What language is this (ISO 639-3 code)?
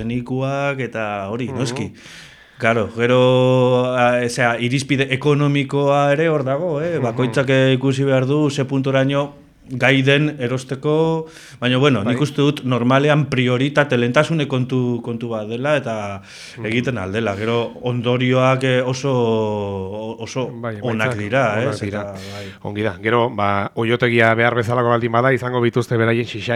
eus